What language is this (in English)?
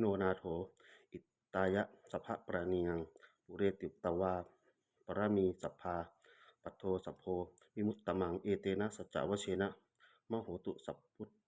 Pali